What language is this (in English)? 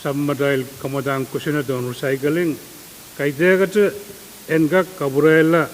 Pohnpeian